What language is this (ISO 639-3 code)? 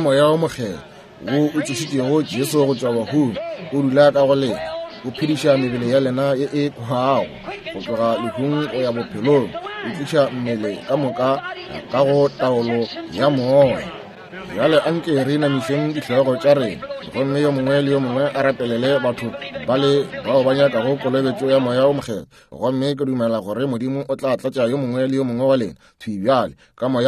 nso